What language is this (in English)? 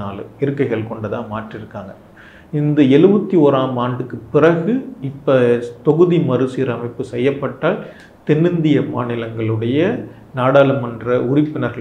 Tamil